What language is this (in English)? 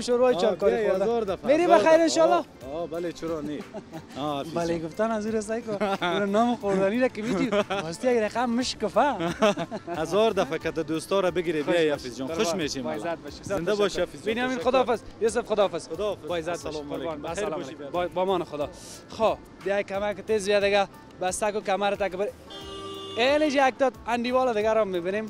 Persian